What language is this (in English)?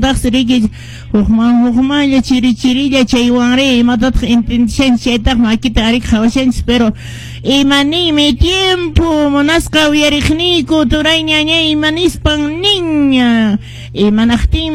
Quechua